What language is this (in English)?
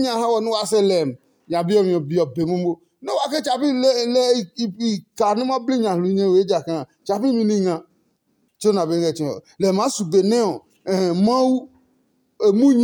Adangme